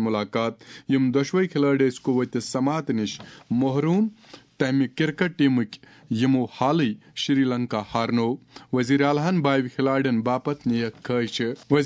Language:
Kashmiri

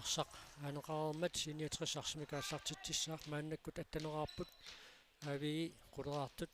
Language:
Kalaallisut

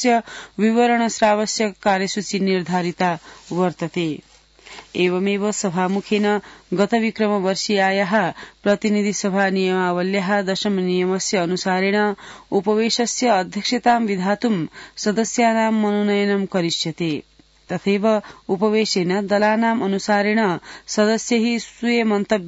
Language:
Sanskrit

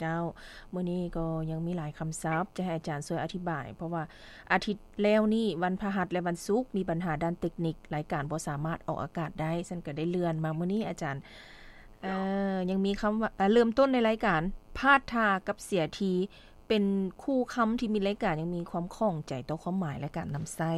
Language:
Lao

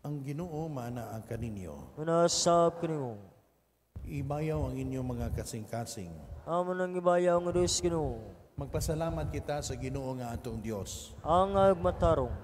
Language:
Cebuano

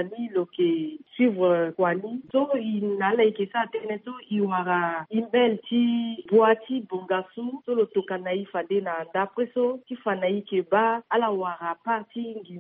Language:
Sango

